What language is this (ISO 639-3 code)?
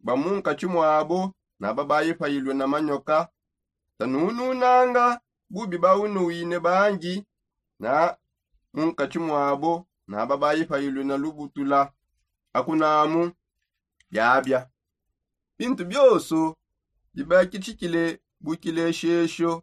sop